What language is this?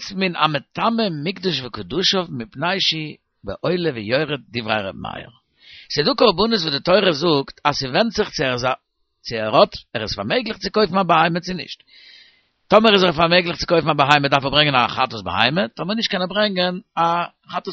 Yiddish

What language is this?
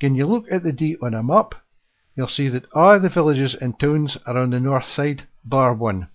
Scots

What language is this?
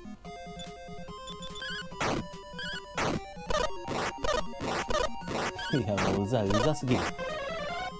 Japanese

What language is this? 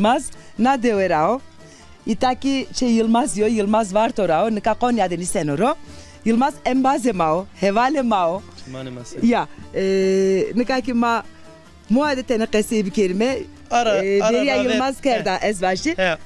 Zaza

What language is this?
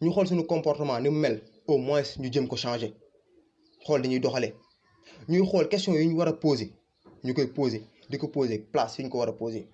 Wolof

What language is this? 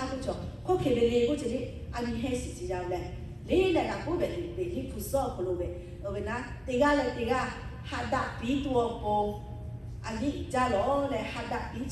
Lahu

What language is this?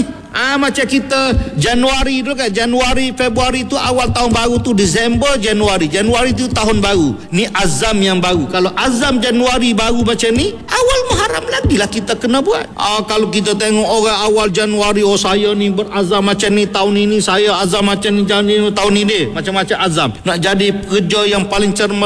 Malay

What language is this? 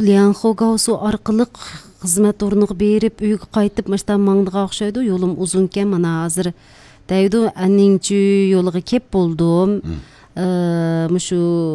Uyghur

